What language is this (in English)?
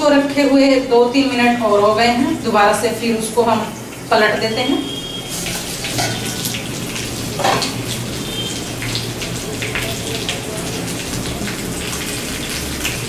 Hindi